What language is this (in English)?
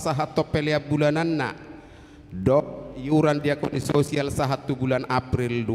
Batak Toba